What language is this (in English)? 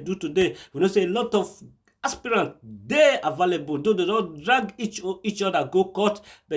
Nigerian Pidgin